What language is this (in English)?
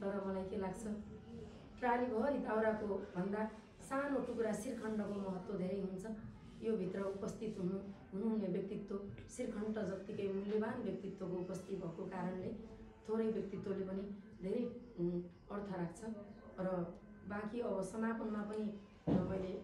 Nepali